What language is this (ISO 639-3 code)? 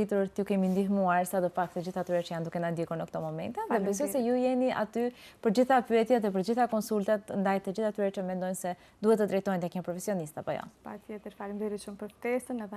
sqi